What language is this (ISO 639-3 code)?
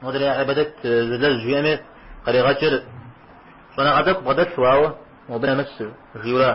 kbd